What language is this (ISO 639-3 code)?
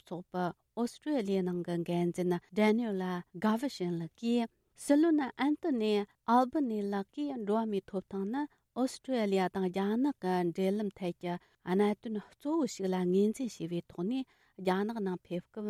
bod